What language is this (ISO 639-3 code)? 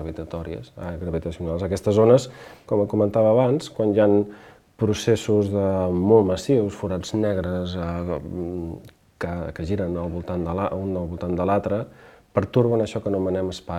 cat